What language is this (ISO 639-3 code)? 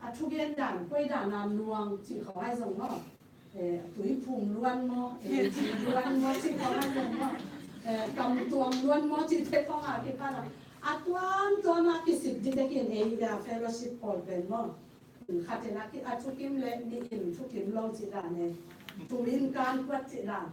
ctd